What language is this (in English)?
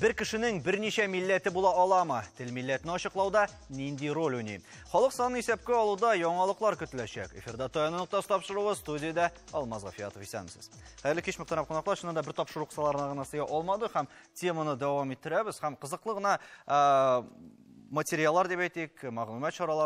Tatar